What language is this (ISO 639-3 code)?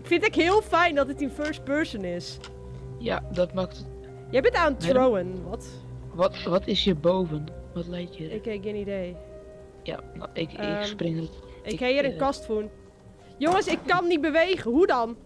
fry